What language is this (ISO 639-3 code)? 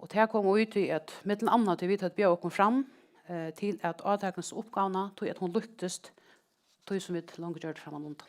fao